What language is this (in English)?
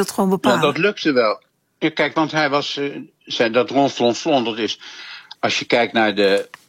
Dutch